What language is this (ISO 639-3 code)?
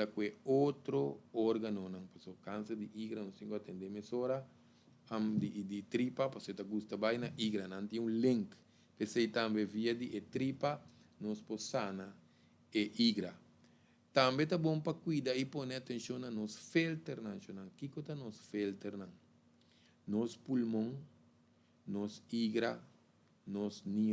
pap